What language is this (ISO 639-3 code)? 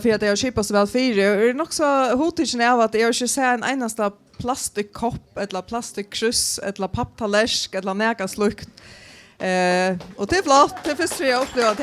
fao